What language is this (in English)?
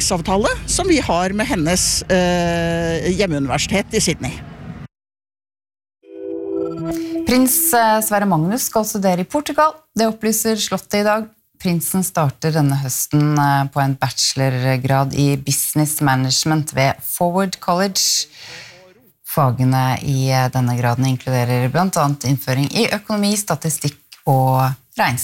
Norwegian